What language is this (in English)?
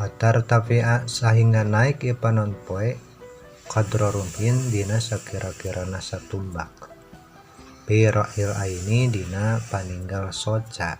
Sundanese